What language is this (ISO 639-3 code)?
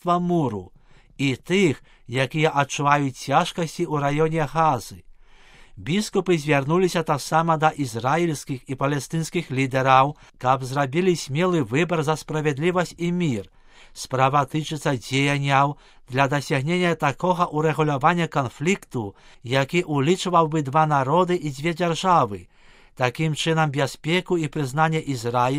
bel